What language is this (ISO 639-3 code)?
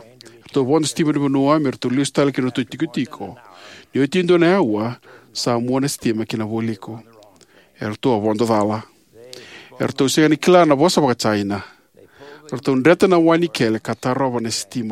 fij